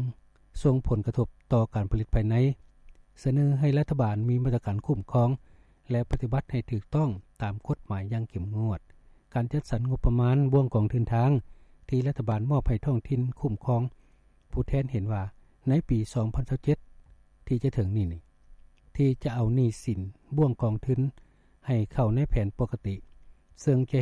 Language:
Lao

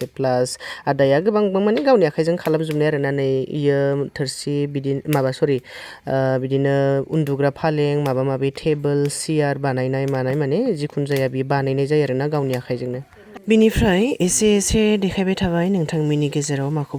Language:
Bodo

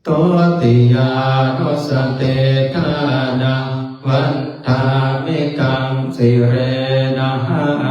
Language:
Pali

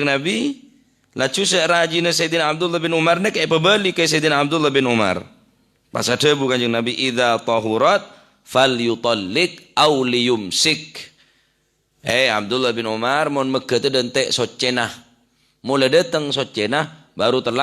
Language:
Madurese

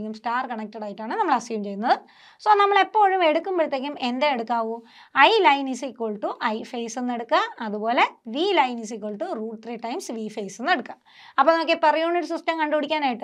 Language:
Malayalam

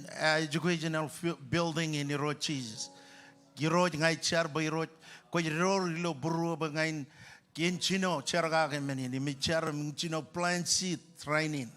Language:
Marshallese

